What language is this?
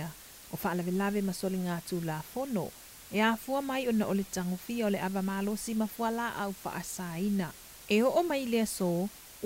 Samoan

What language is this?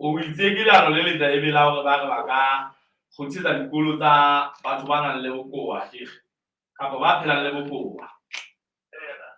Southern Sotho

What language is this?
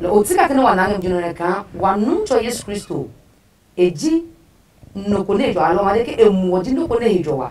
Adangme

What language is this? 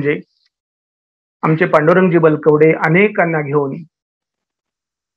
Marathi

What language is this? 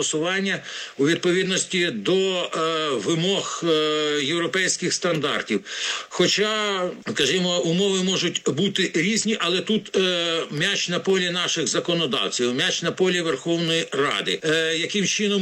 Ukrainian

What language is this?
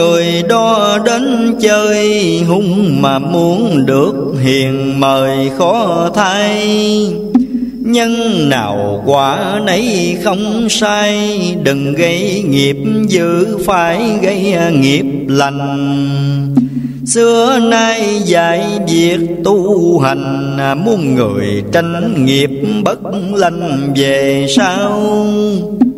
Vietnamese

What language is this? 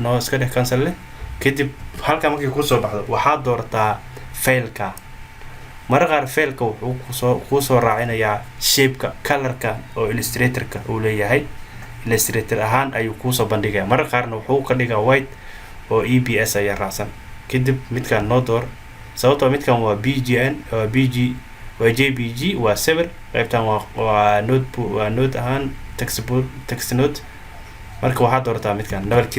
Somali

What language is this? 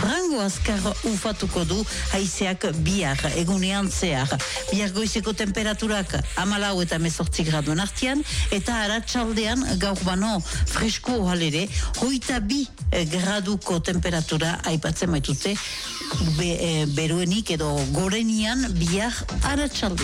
Basque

